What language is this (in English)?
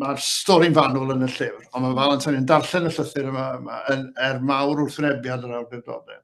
Welsh